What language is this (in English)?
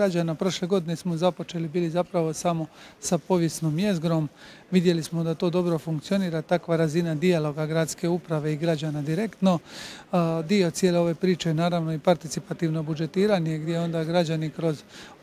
Croatian